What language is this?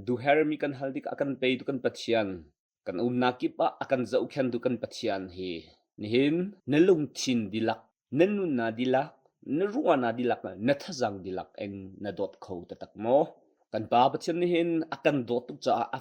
Hakha Chin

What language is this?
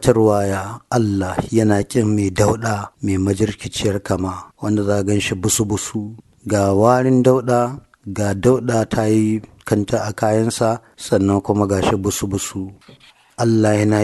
Hausa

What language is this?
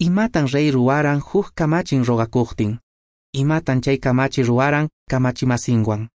Quechua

